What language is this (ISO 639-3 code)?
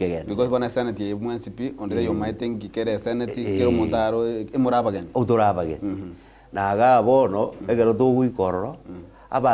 guz